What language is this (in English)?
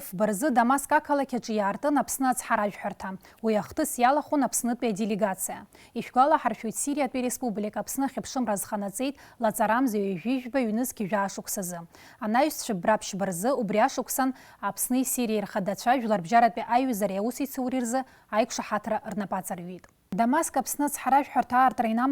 Abkhazian